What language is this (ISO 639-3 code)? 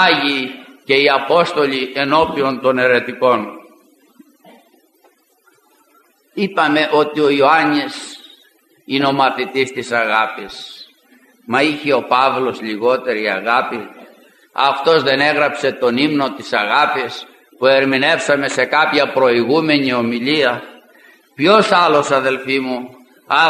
ell